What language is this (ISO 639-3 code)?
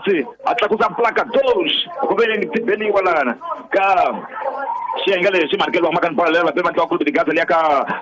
tso